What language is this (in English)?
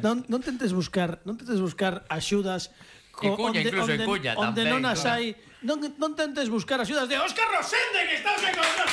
Galician